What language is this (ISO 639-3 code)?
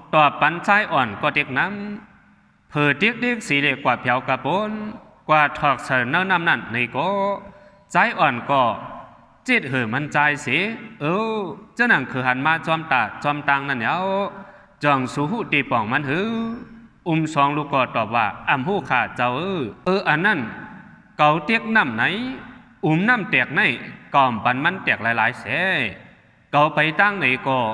shn